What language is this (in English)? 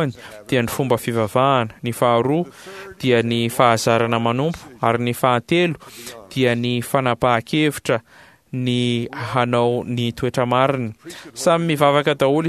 Malagasy